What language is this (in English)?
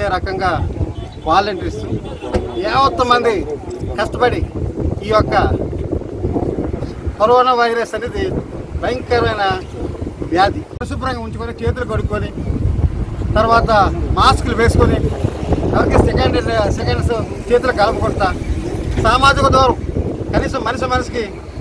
Telugu